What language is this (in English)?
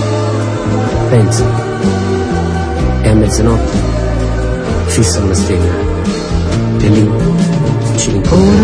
Italian